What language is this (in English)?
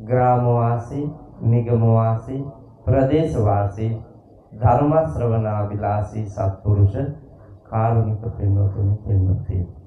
Sinhala